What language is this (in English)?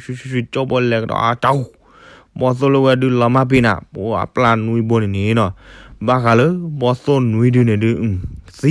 S'gaw Karen